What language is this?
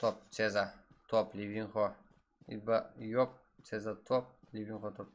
Kara-Kalpak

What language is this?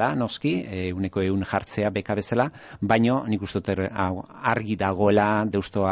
Basque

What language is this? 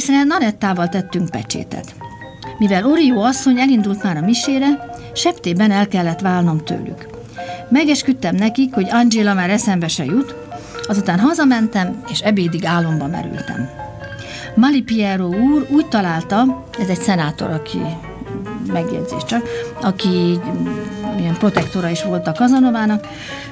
Hungarian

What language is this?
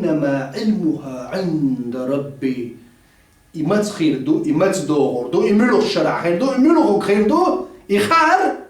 Chechen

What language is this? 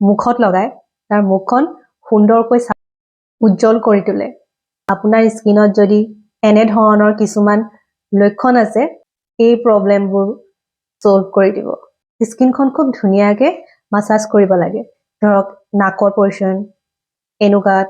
Assamese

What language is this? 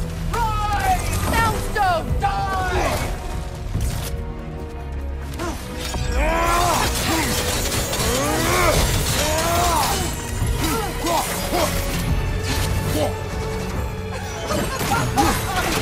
English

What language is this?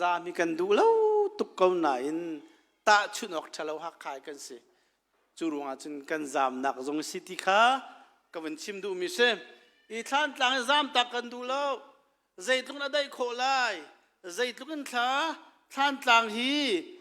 Hakha Chin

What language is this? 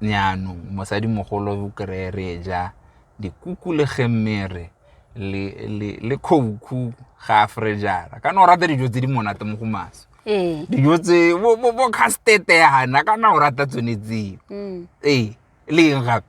Tswana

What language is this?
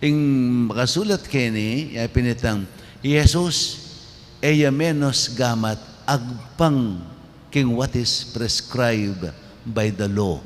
Pampanga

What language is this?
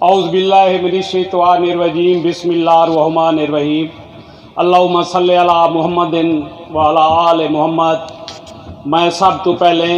Saraiki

